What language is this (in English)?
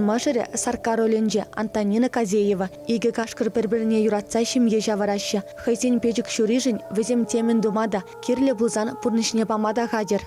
Chuvash